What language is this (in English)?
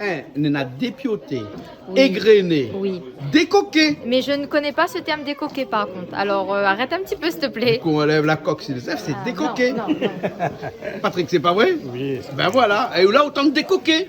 Réunion Creole French